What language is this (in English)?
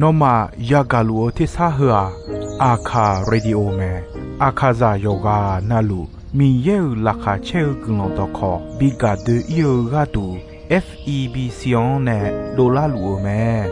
Akha